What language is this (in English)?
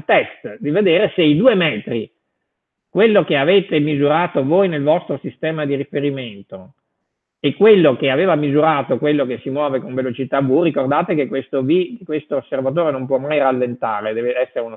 Italian